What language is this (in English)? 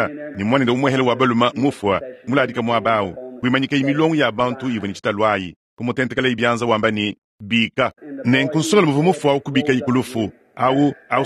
Luba-Lulua